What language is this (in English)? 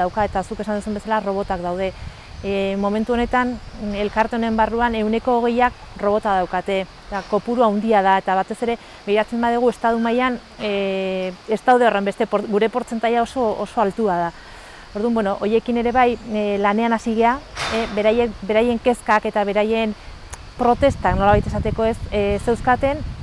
Basque